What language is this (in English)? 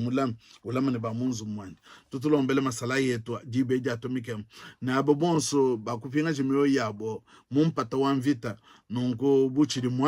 Luba-Lulua